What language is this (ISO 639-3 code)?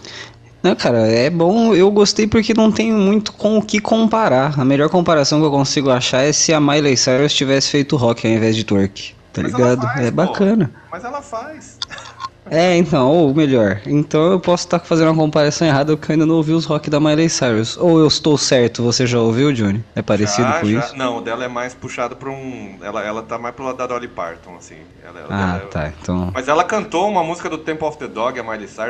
por